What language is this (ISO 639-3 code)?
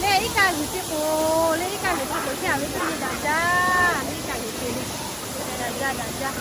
lhu